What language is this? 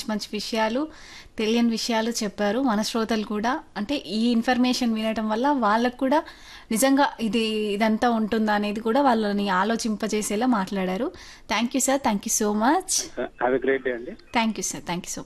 Telugu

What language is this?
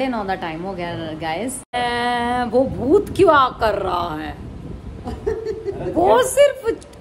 Punjabi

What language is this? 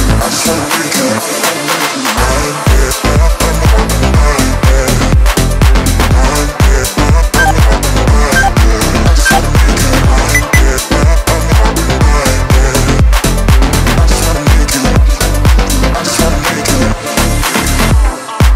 English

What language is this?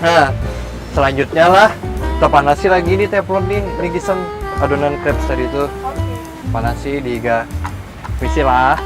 Banjar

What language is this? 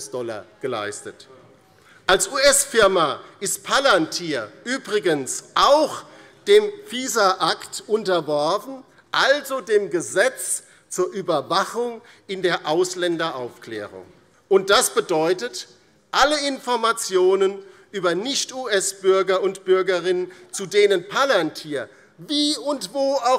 German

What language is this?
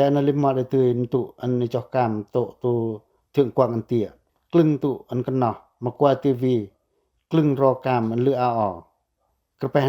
Pacoh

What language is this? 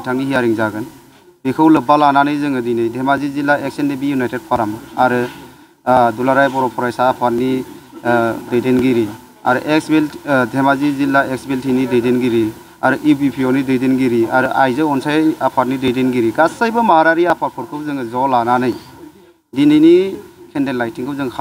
Bodo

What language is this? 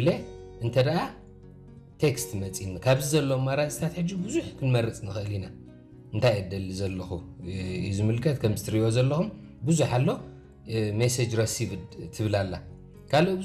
Tigrinya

